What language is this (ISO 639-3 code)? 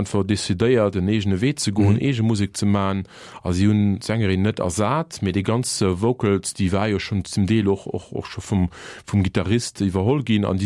ltz